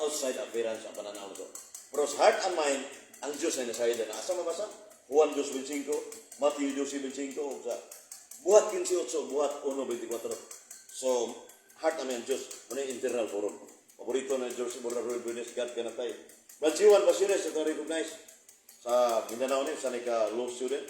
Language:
Cebuano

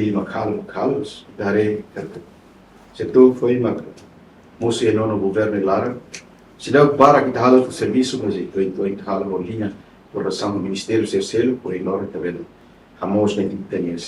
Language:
Tetum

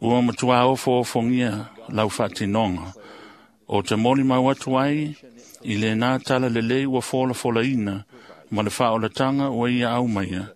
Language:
Samoan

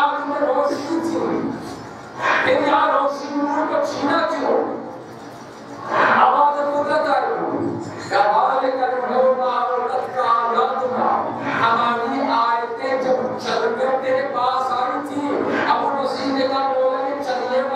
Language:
Urdu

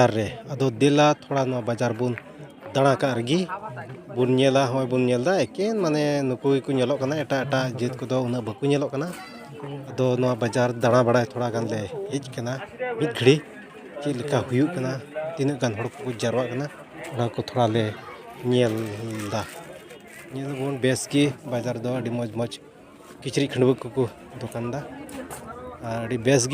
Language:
Santali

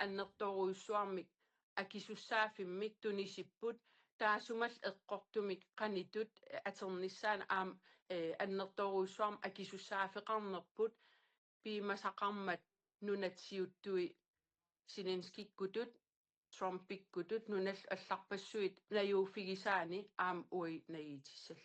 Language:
Kalaallisut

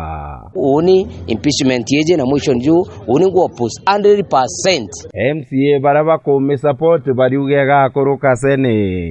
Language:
Meru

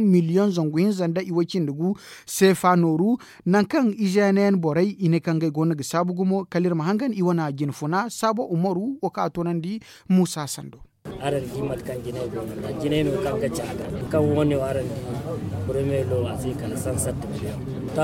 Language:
Zarma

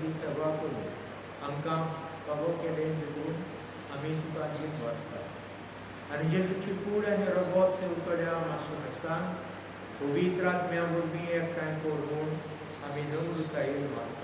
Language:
Konkani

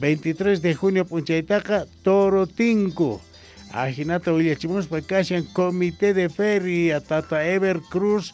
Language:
Quechua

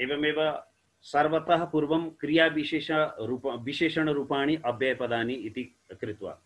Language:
Sanskrit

